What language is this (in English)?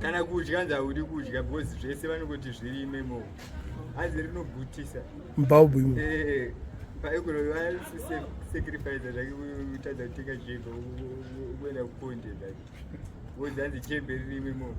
Shona